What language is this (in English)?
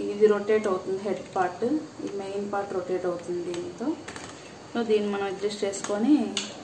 Telugu